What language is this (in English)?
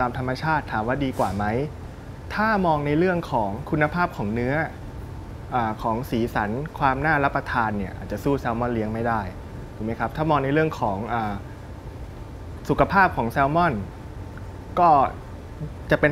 Thai